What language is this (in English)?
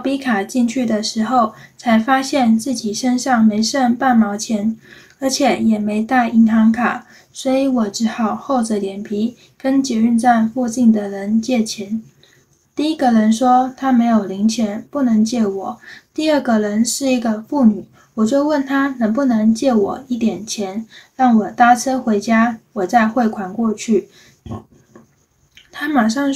Chinese